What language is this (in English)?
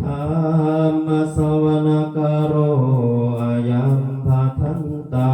Pali